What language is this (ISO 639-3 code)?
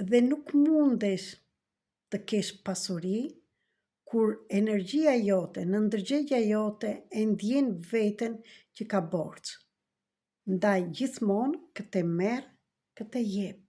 sqi